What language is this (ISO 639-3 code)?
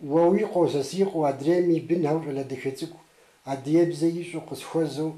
kbd